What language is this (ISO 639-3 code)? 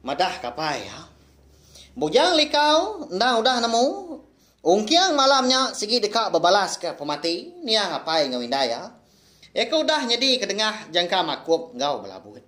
iba